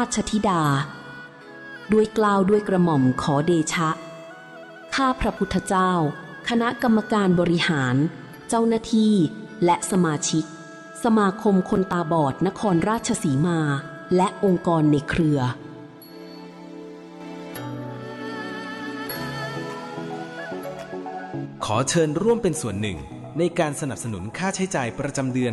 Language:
Thai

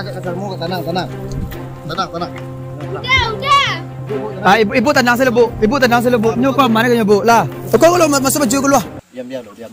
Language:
Minangkabau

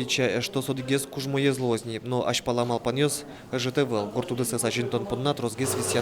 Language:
Udmurt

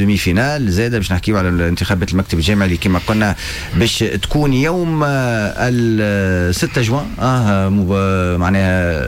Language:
Tunisian Arabic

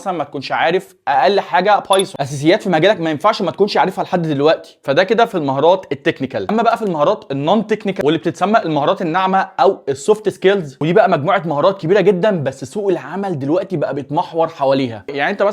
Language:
Egyptian Arabic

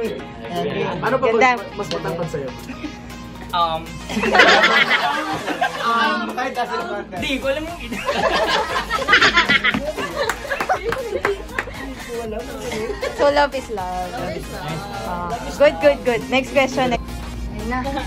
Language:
Filipino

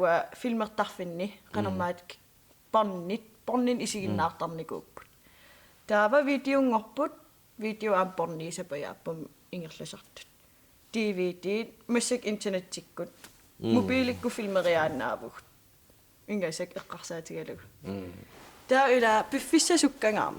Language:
Kalaallisut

